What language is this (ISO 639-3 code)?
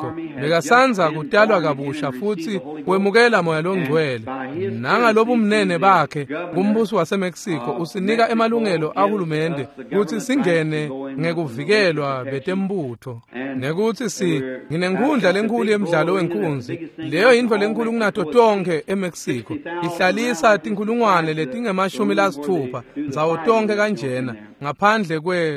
ssw